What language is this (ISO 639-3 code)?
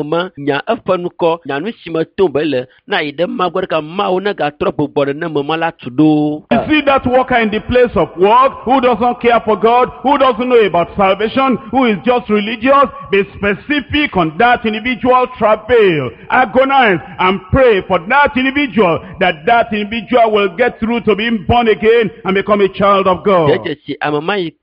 ewe